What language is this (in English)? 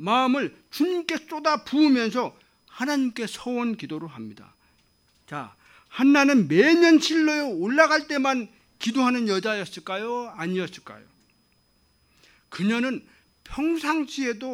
Korean